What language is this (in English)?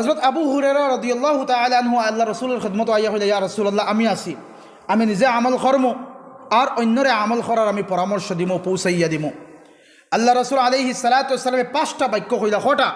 Sylheti